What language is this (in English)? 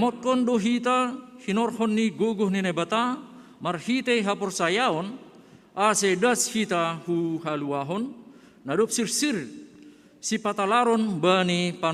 Batak Simalungun